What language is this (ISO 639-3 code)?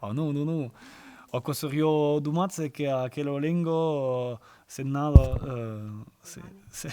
oci